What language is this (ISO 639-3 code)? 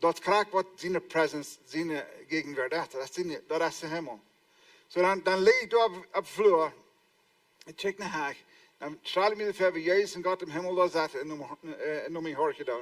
pdt